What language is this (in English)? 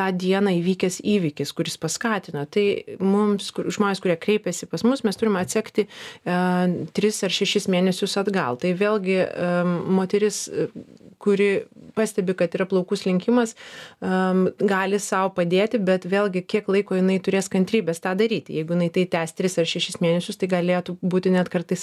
Lithuanian